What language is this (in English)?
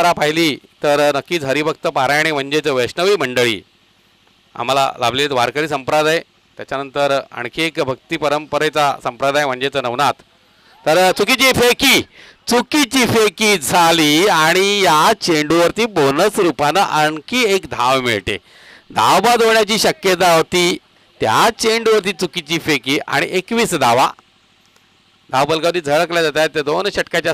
Marathi